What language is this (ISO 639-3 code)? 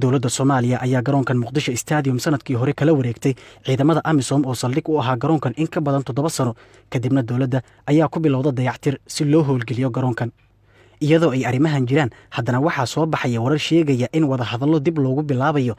som